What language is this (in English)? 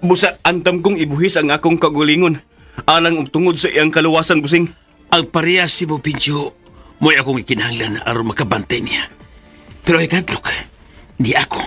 Cebuano